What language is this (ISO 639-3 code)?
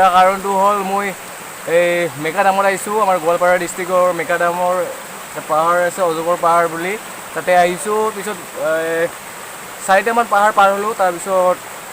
asm